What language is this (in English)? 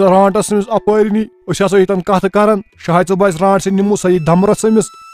Kashmiri